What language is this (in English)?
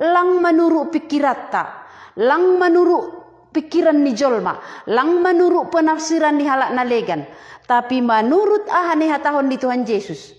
Batak Simalungun